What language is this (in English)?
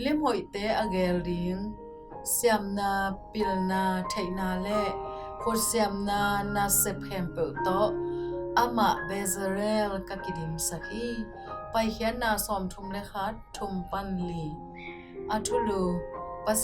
Tedim Chin